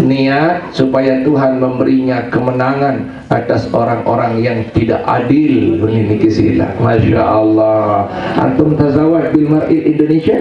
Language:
Sasak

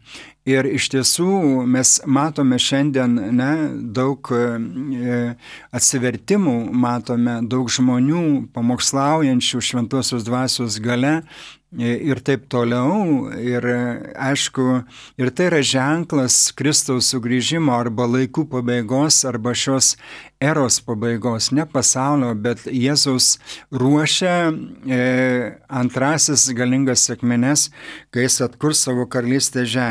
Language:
Lithuanian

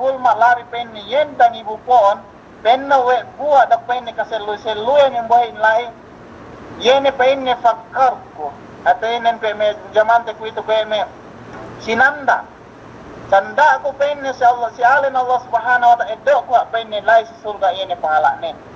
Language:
Yakan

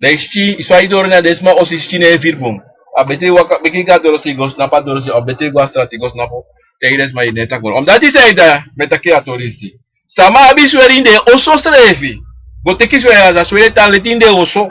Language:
Sranan Tongo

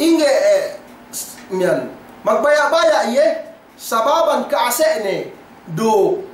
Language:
Yakan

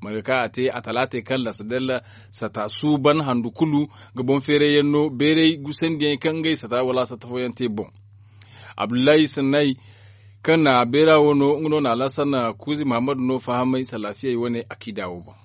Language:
Zarma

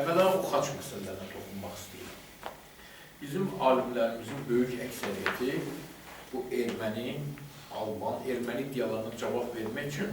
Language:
Azerbaijani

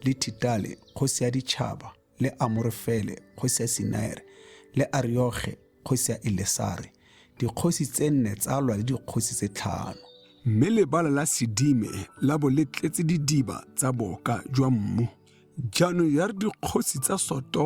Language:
Tswana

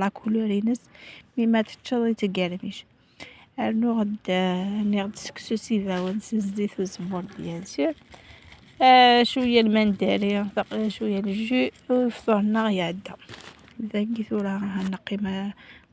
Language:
Kabyle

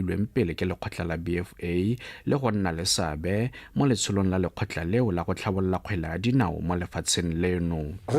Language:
Tswana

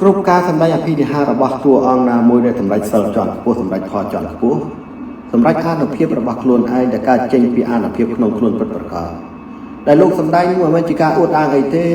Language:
Khmer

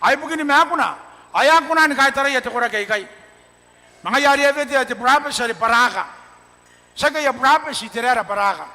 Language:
Gilbertese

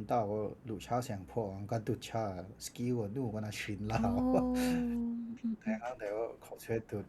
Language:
Kachin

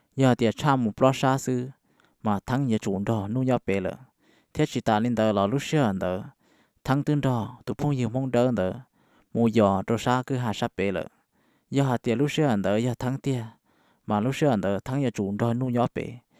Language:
Hmong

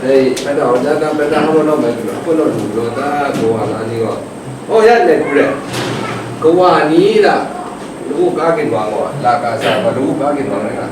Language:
Kachin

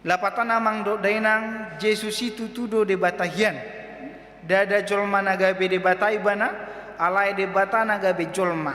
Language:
Batak Toba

